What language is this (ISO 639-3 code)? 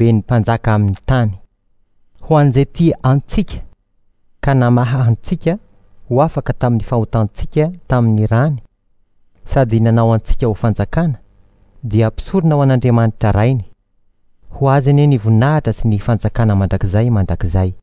mlg